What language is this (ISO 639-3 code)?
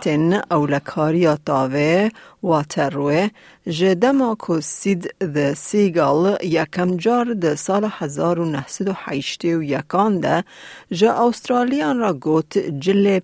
kur